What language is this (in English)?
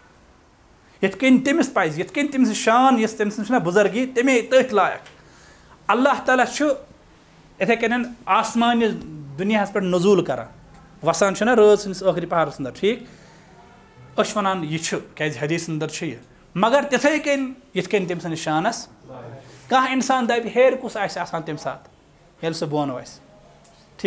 Kashmiri